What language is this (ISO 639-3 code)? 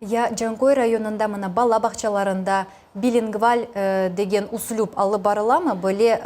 crh